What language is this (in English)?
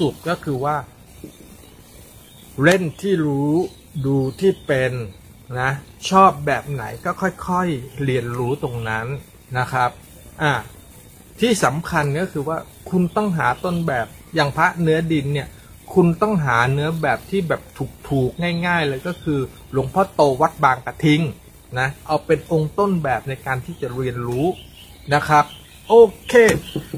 Thai